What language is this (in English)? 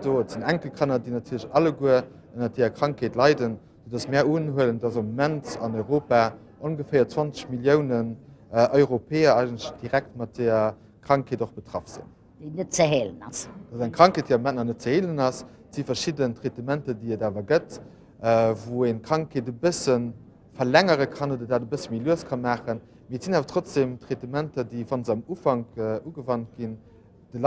Luxembourgish